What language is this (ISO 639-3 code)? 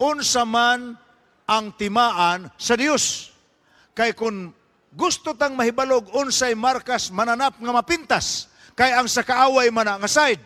ceb